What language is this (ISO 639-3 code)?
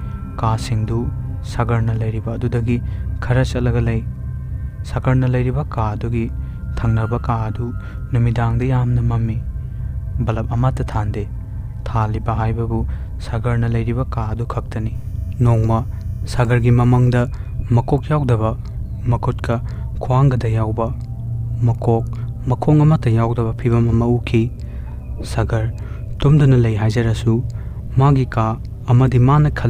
mni